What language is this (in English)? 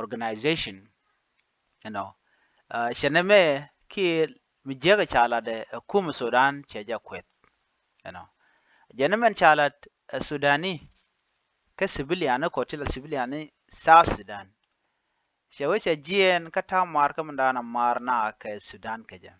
Nuer